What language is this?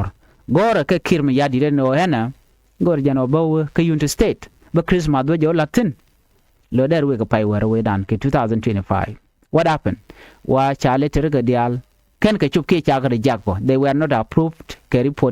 Nuer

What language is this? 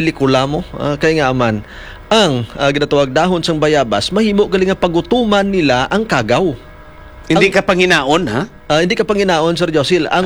Hiligaynon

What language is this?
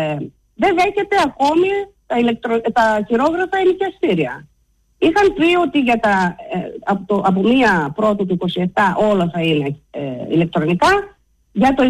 Greek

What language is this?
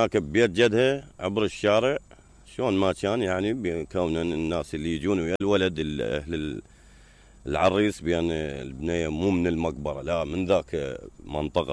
Mesopotamian Arabic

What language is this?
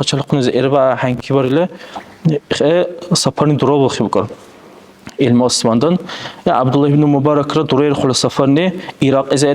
Dargwa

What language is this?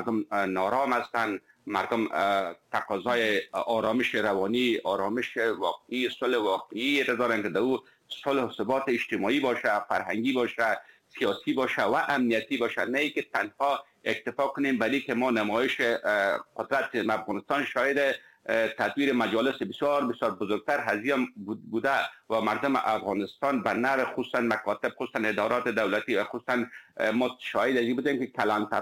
Persian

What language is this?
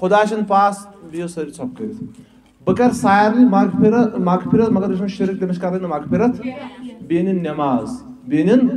Kashmiri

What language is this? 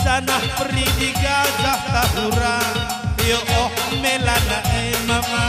Batak Karo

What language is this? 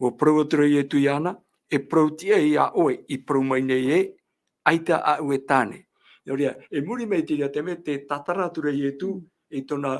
Tahitian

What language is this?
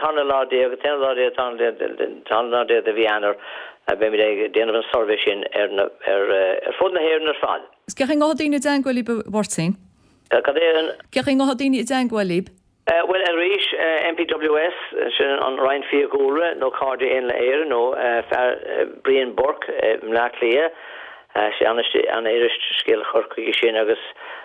Irish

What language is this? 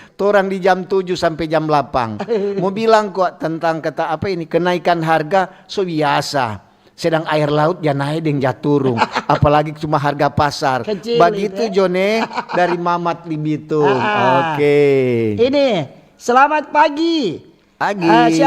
Manado Malay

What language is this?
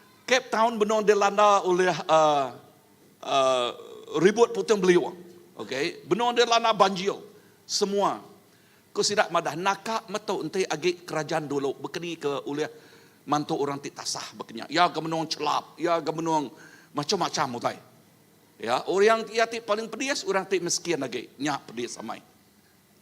Iban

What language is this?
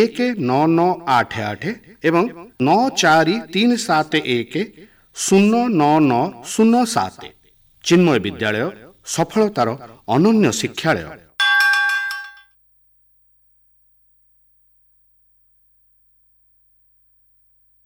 Odia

